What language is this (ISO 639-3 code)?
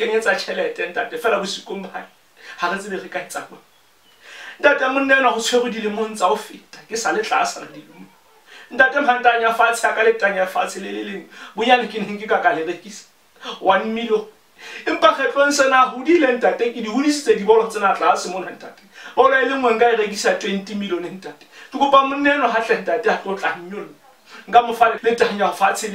sot